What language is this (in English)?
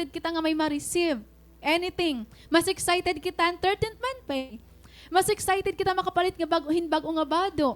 Waray